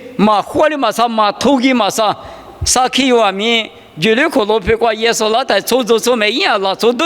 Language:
Lisu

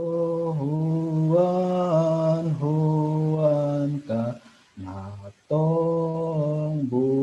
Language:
Batak Simalungun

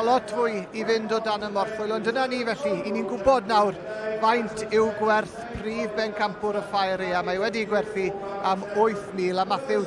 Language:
Welsh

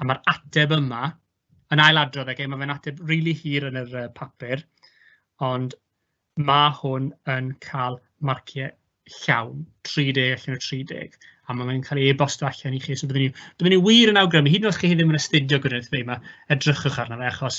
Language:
Welsh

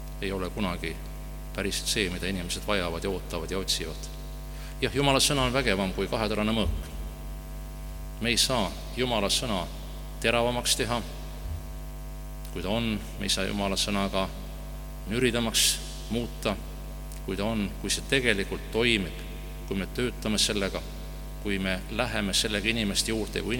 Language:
Estonian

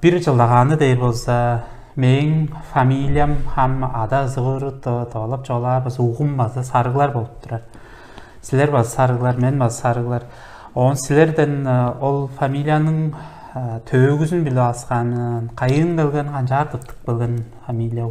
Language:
Tuvinian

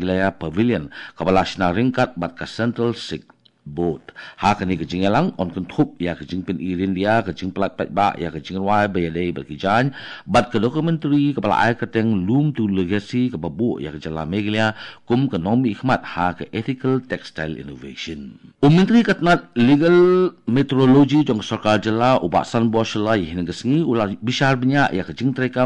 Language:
Khasi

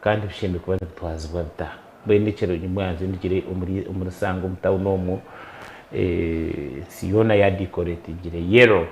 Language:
Nyankole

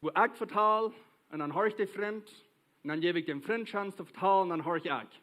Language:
Plautdietsch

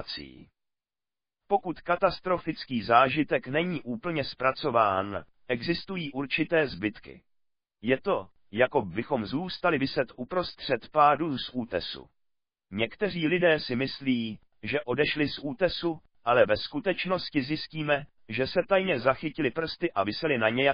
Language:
Czech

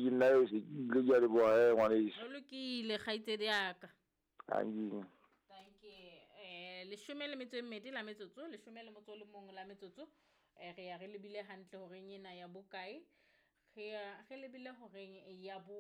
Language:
Southern Sotho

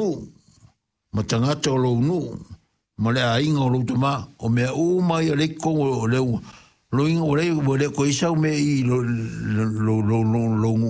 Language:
Samoan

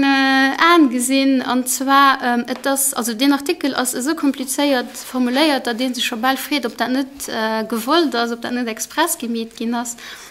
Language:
Luxembourgish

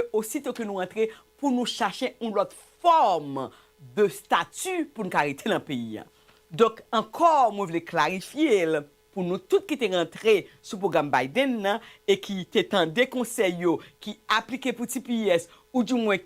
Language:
Haitian Creole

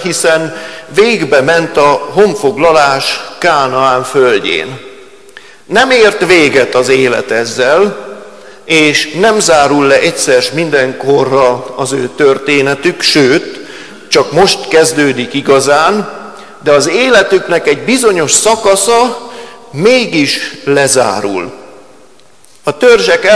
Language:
Hungarian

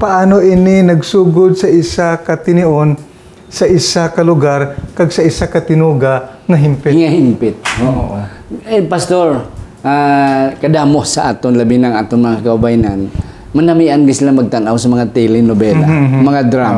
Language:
Hiligaynon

